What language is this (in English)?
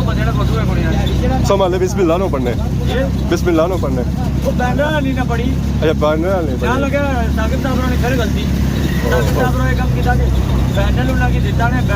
Pahari-Potwari